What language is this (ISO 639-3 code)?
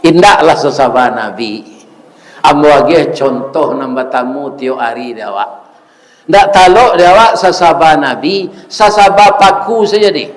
min